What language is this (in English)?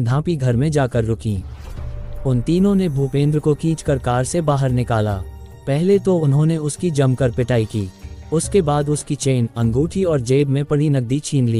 Hindi